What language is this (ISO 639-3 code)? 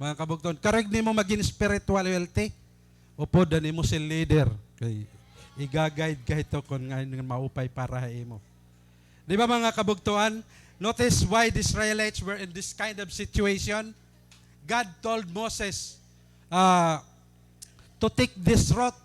war